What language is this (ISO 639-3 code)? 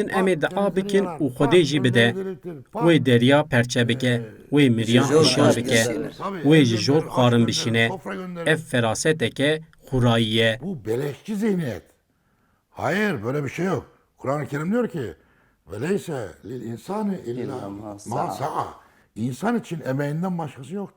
kur